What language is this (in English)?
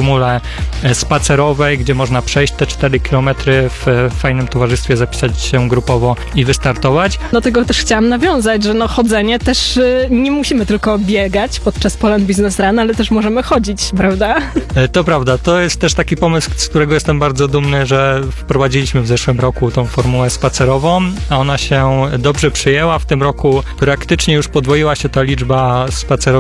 Polish